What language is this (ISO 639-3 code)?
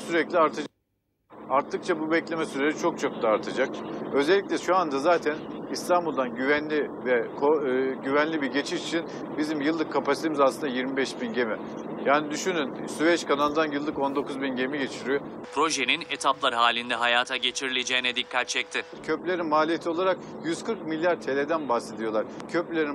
tur